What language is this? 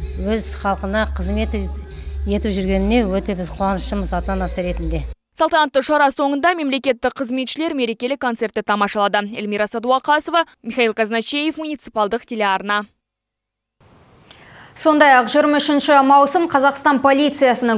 Kazakh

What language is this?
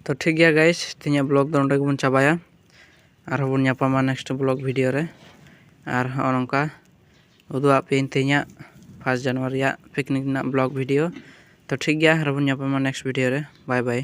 Santali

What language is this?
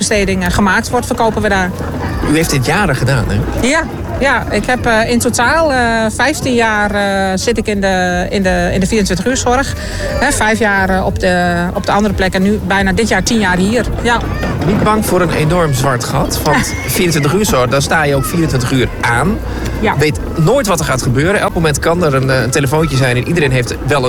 Dutch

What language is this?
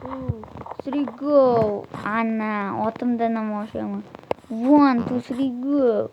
Uzbek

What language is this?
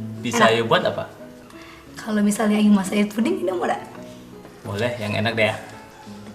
Musi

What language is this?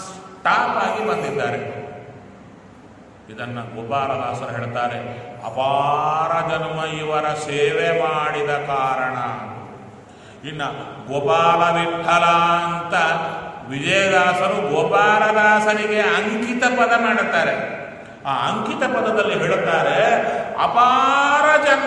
Kannada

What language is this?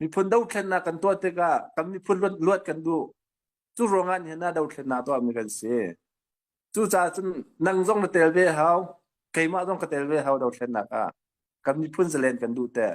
Hakha Chin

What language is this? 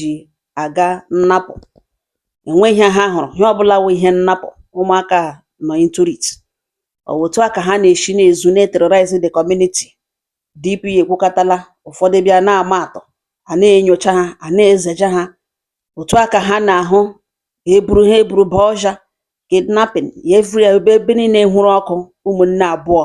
Igbo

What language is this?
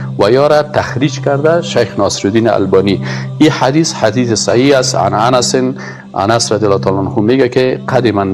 Persian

